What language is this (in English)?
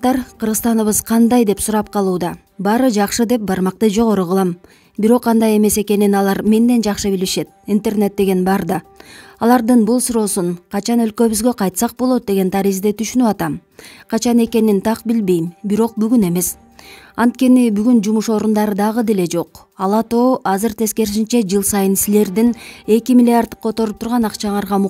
Kyrgyz